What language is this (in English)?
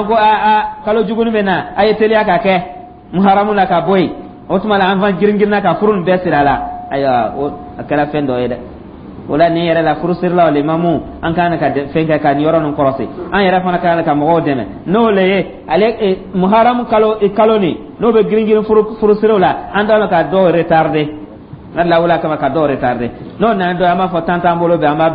Dyula